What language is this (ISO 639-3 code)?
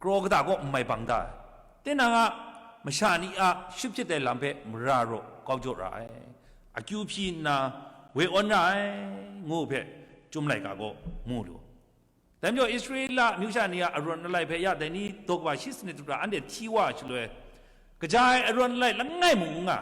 kac